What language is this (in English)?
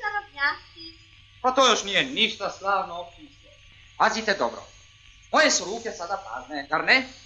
Croatian